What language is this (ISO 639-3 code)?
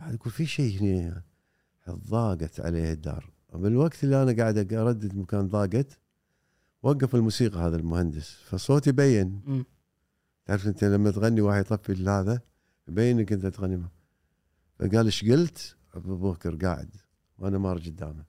afb